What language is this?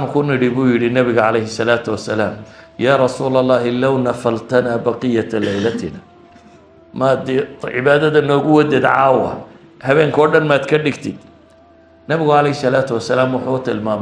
Somali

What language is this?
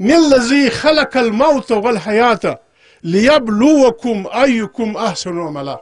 Pashto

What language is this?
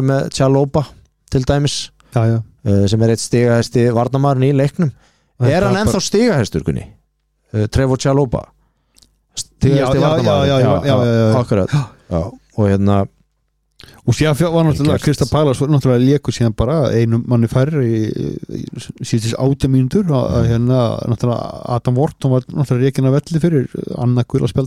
Icelandic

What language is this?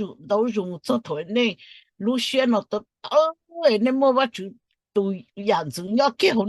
Hmong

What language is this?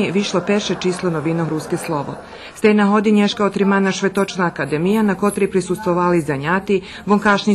Rusyn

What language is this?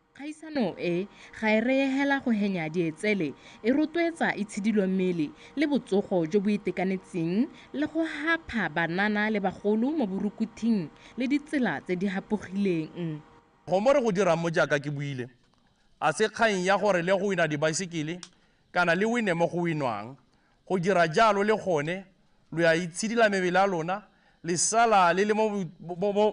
Tswana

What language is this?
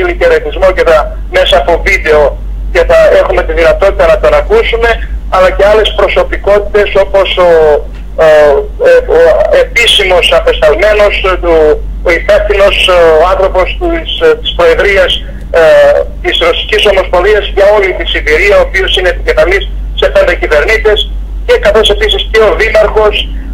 Greek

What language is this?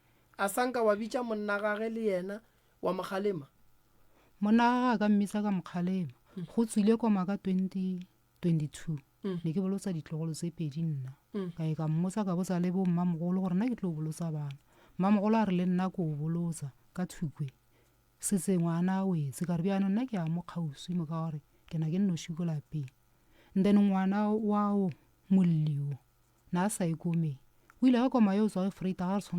Northern Sotho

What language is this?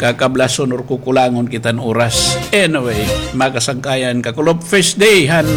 Waray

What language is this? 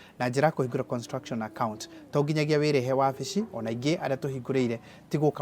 Kikuyu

